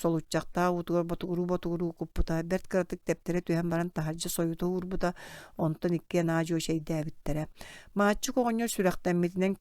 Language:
Yakut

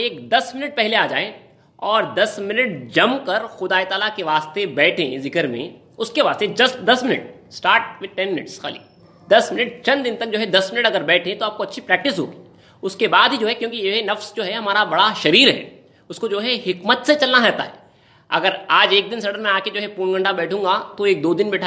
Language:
Urdu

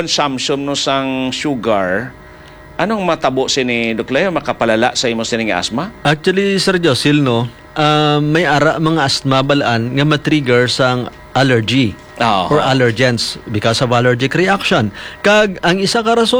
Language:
Hiligaynon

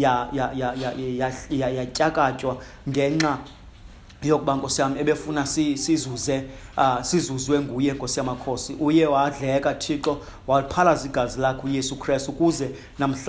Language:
Xhosa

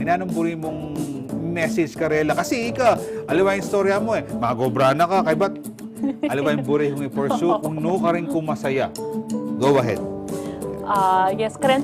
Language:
Pampanga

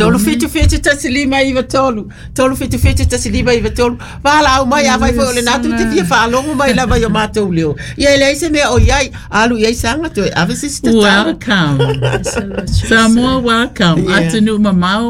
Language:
Samoan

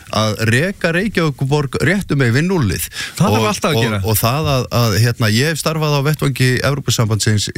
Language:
Icelandic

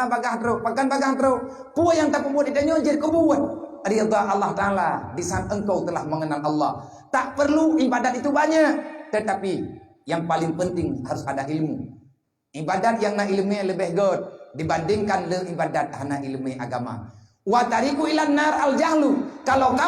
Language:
Achinese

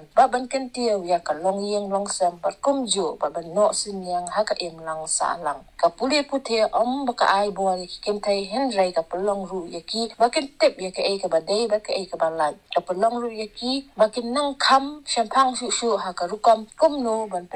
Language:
Khasi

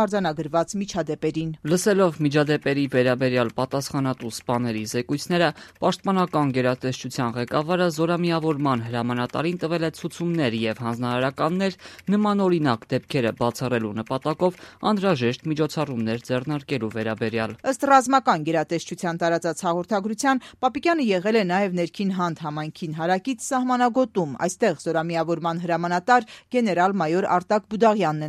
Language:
Armenian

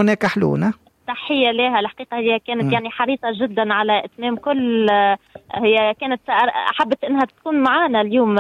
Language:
Tunisian Arabic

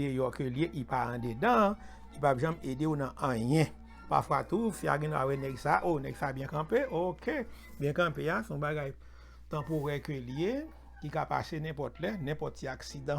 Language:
Haitian Creole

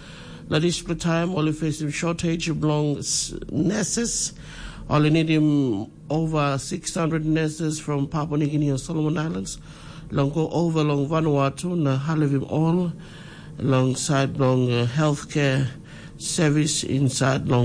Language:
Tok Pisin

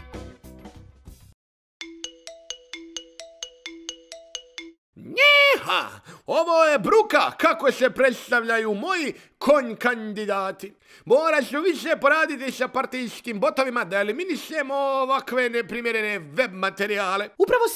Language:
Bosnian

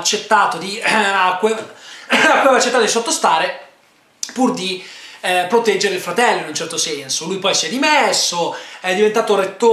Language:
Italian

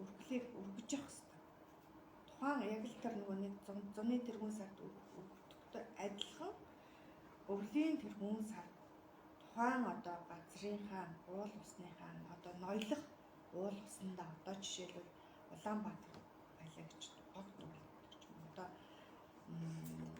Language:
Mongolian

